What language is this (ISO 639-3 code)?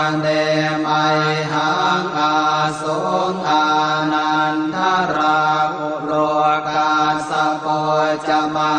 pli